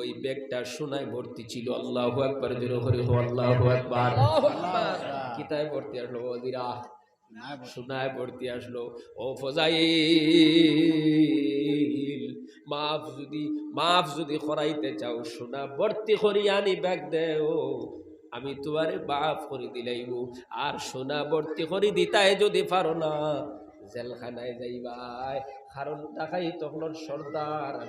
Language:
Sylheti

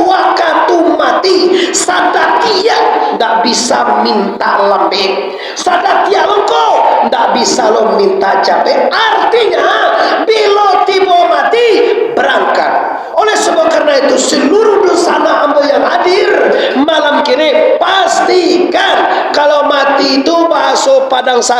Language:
Minangkabau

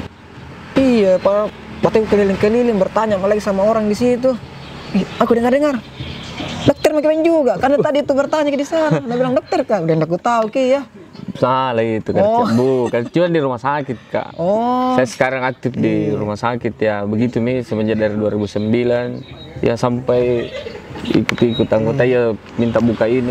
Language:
Makassar Malay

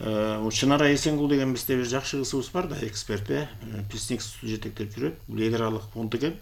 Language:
Kyrgyz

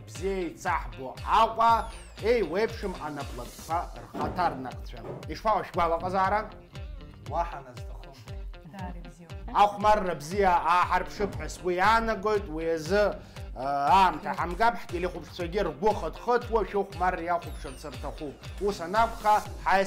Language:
Abkhazian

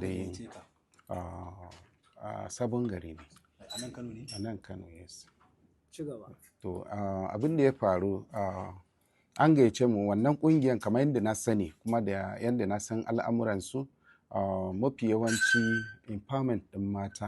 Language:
Hausa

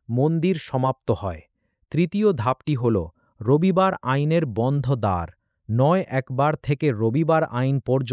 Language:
Bangla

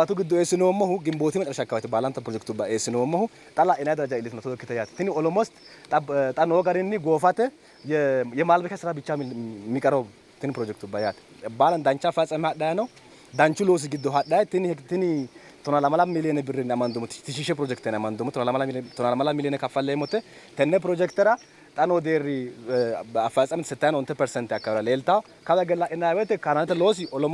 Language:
Sidamo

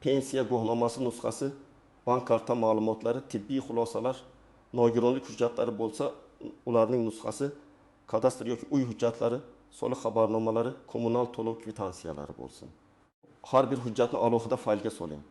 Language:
Uzbek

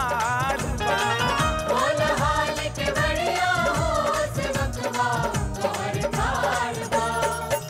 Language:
Bhojpuri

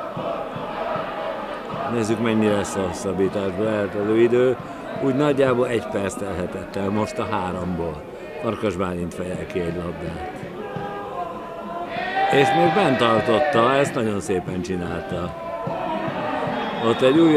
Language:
Hungarian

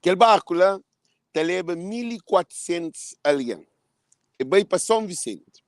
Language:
Kabuverdianu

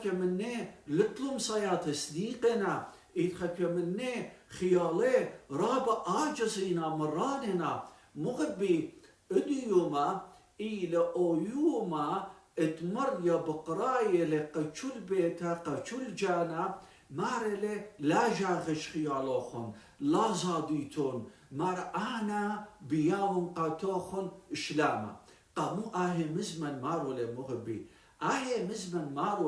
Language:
Assyrian Neo-Aramaic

